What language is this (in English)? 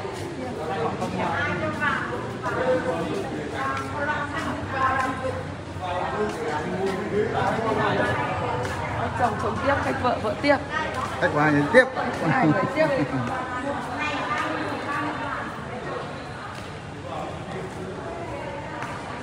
Vietnamese